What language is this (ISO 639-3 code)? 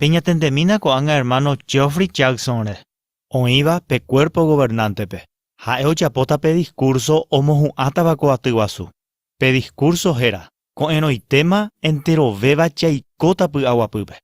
grn